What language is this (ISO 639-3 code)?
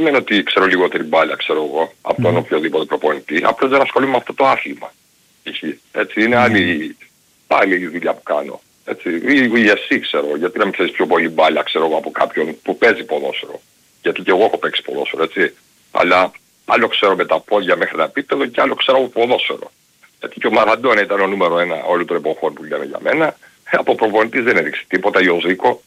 ell